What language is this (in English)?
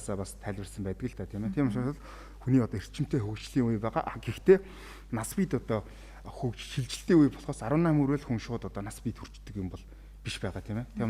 Mongolian